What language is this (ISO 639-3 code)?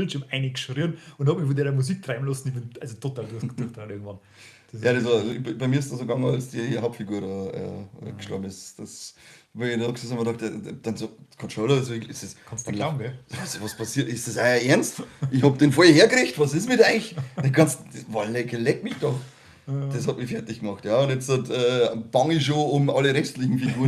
bar